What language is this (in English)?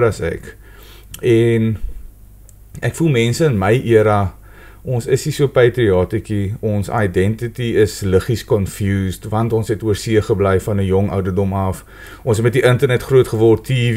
Afrikaans